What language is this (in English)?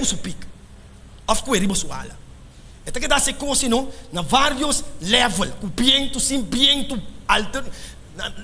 Papiamento